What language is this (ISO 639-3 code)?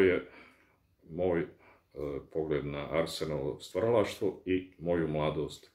bos